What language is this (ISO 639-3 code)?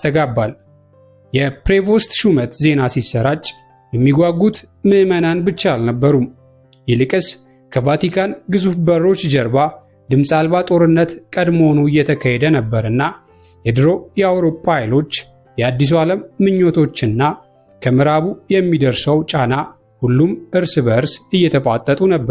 amh